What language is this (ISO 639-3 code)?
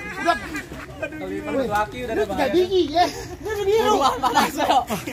bew